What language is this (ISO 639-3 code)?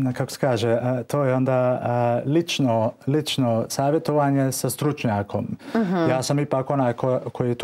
bos